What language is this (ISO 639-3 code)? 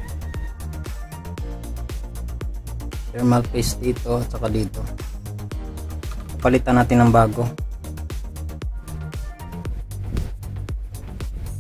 fil